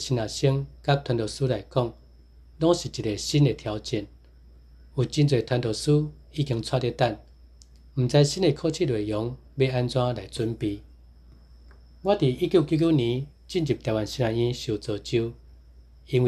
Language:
Min Nan Chinese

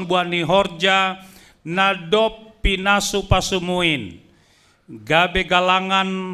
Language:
Batak Simalungun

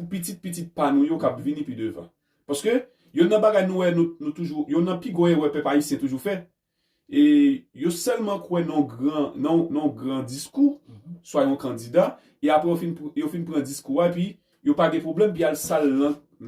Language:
Haitian Creole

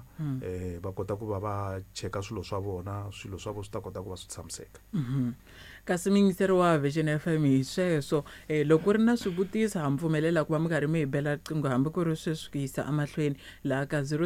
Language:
Tsonga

